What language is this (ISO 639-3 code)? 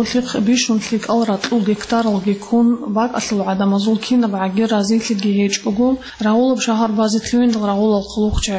ava